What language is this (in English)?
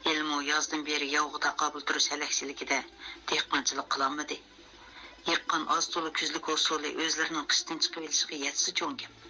Uyghur